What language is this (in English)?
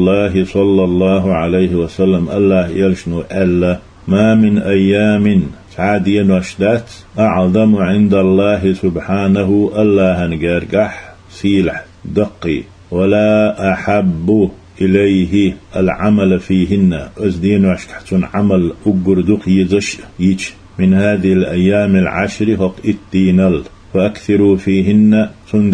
Chechen